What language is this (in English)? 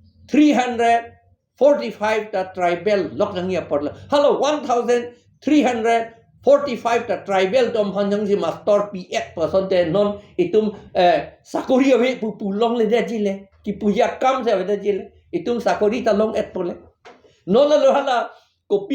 Karbi